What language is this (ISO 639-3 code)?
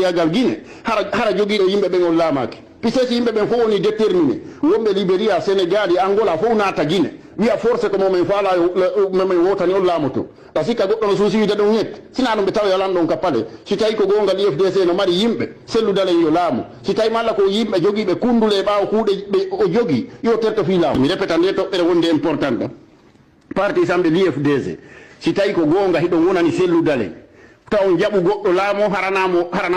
ful